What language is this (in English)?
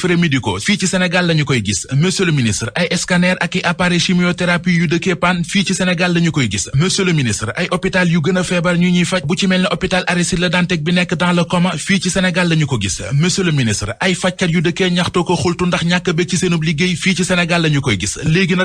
Wolof